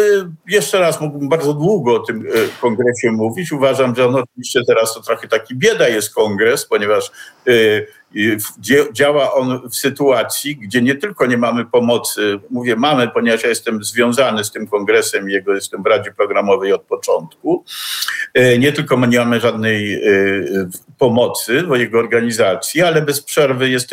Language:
Polish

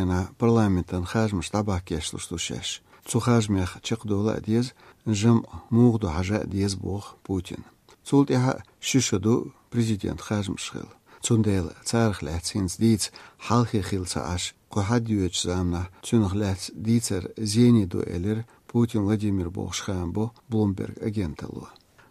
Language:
Azerbaijani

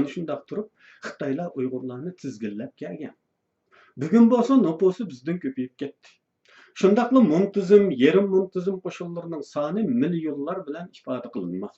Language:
Uyghur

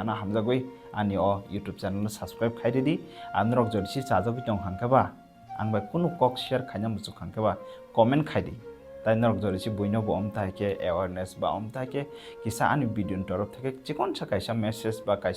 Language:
Kok Borok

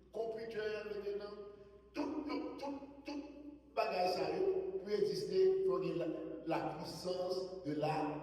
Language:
Haitian Creole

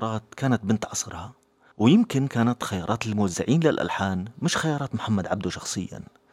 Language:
North Levantine Arabic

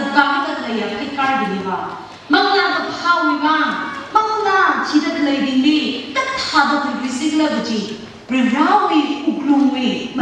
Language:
Tangkhul Naga (India)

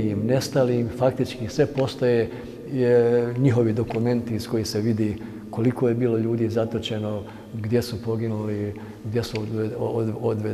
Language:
Bosnian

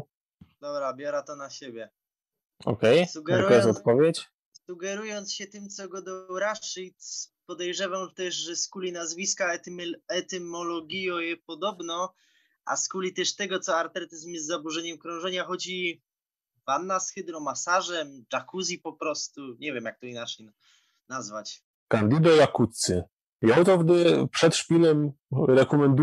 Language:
Silesian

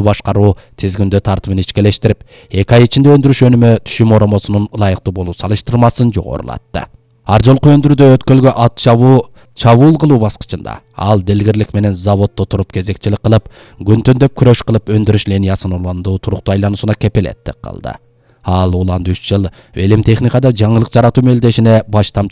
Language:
Kyrgyz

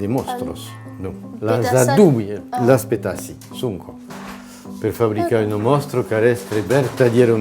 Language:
Occitan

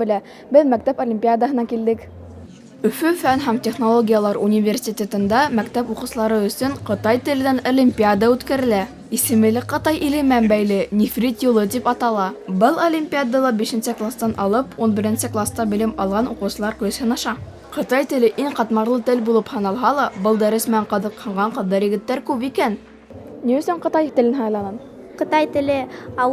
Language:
Bashkir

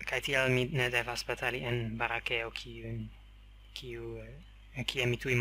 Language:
Esperanto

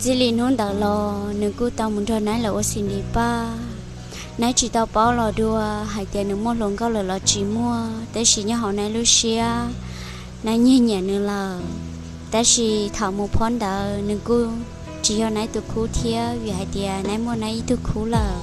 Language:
Hmong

